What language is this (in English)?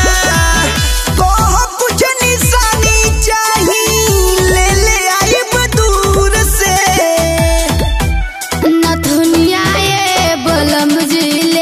Bhojpuri